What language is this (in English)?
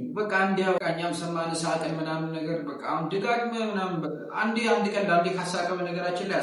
Amharic